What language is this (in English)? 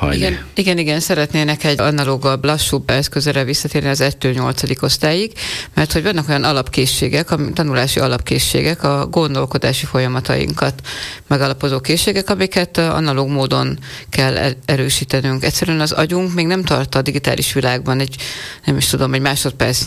Hungarian